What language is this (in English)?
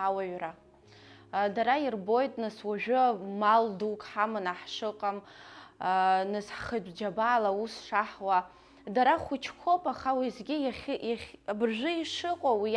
Abkhazian